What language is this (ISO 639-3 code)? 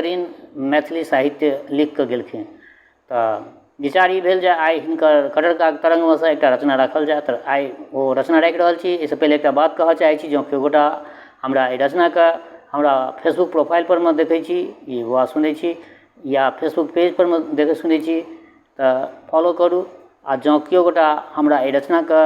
mai